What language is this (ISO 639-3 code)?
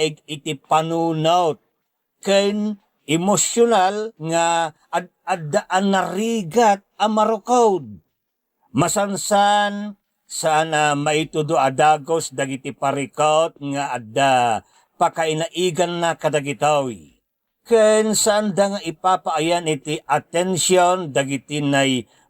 ilo